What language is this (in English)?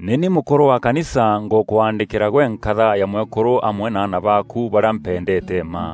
Meru